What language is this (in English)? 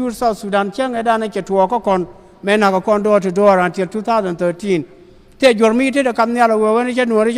Nuer